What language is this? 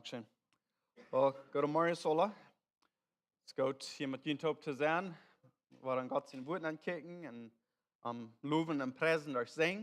Plautdietsch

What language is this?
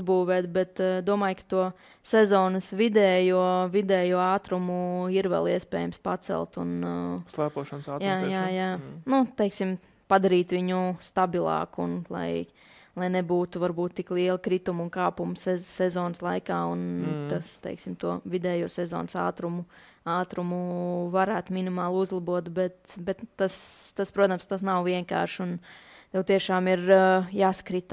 Latvian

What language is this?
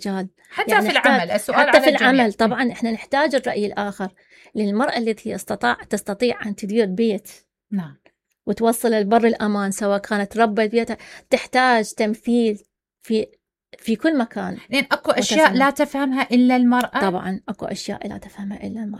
Mesopotamian Arabic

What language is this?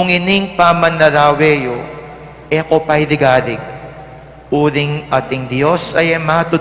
Pampanga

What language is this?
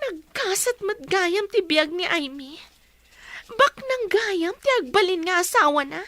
Iloko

